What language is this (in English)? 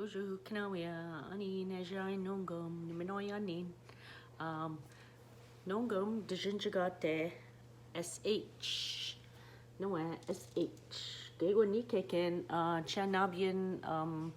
Ojibwa